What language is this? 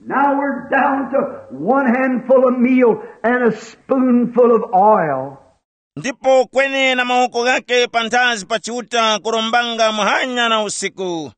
Tumbuka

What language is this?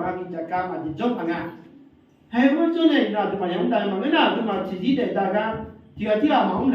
Akha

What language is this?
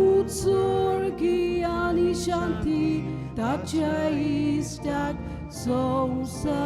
Konkani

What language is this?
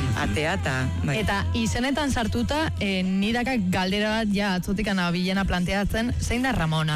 Basque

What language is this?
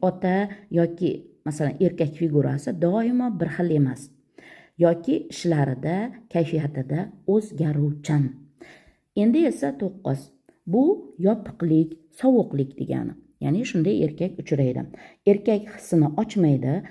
Uzbek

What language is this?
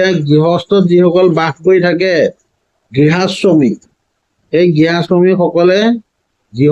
Assamese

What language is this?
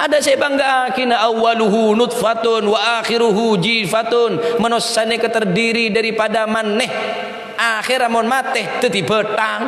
Madurese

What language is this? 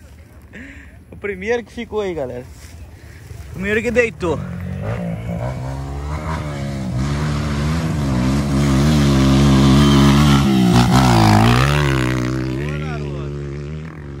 Portuguese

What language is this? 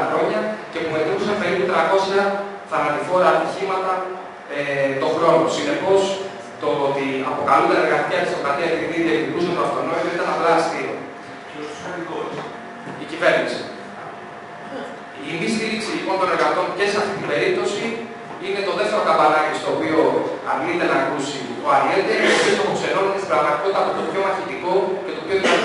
Greek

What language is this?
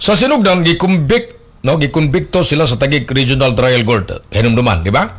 Cebuano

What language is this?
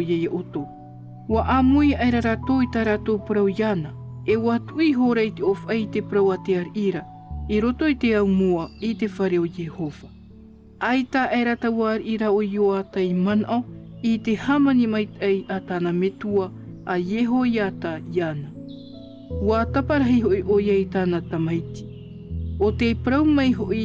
Tahitian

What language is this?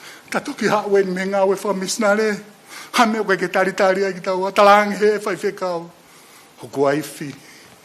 Tongan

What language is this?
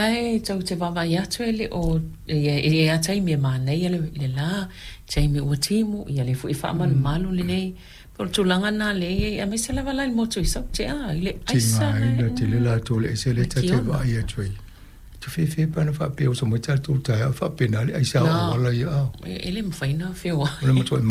Samoan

